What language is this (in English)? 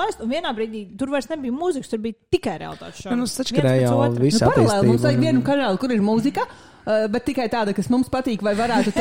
Latvian